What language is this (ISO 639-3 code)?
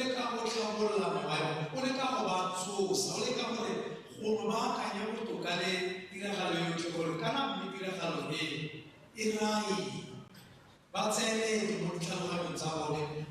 tsn